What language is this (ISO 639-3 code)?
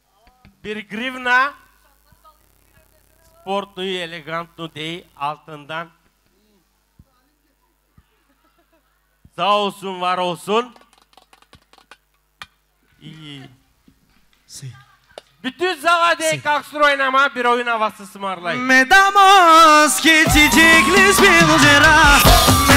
tur